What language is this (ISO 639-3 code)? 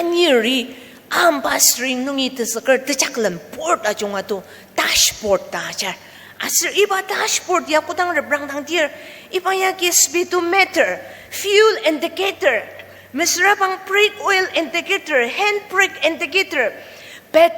njo